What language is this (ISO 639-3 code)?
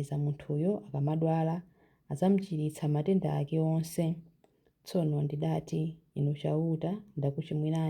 nya